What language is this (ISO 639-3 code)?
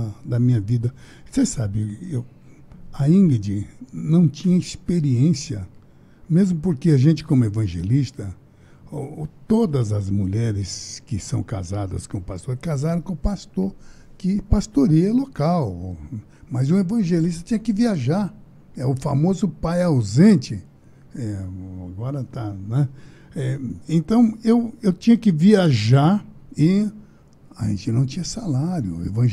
por